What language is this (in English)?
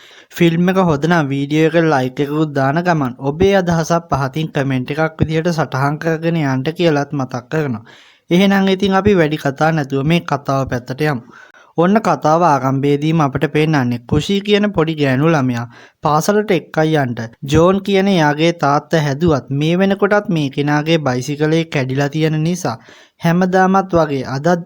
Sinhala